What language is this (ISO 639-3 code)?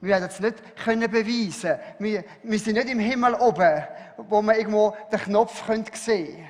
gsw